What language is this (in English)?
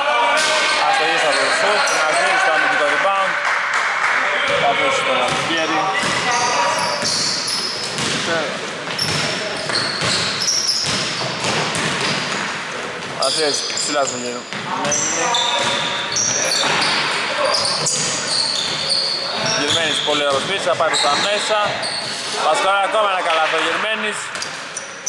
Greek